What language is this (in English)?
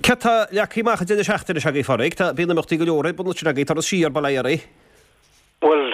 Irish